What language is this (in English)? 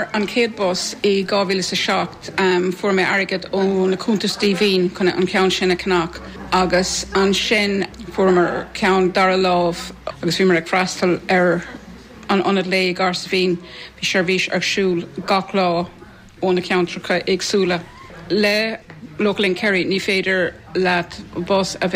Irish